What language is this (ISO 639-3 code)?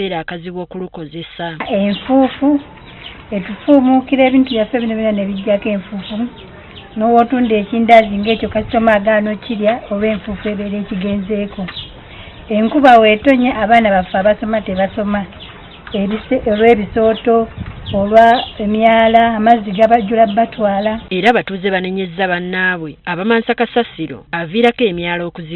lug